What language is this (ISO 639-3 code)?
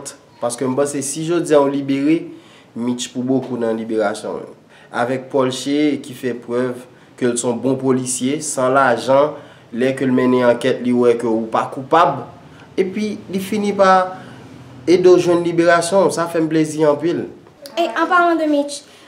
hat